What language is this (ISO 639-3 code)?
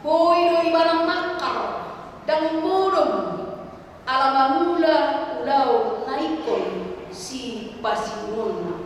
bbc